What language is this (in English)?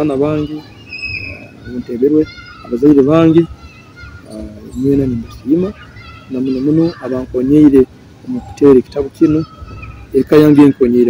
Nyoro